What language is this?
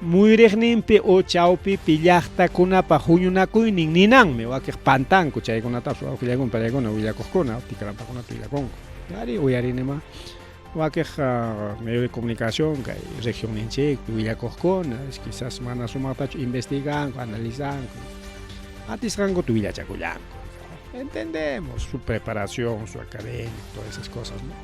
Ayacucho Quechua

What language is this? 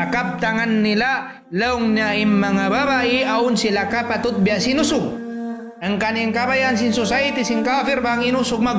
Tausug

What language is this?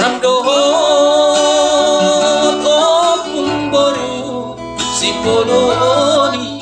Batak Toba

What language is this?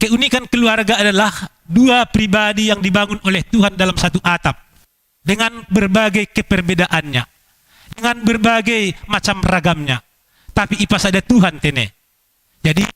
Batak Simalungun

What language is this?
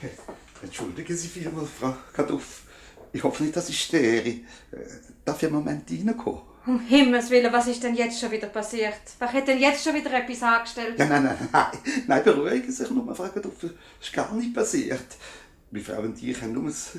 Swiss German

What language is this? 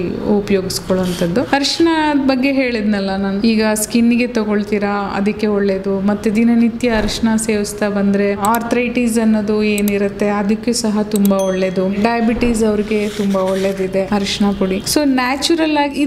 Kannada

